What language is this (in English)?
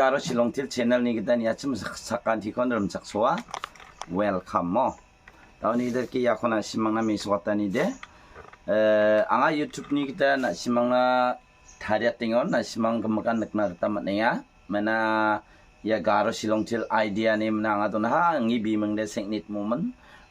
Garo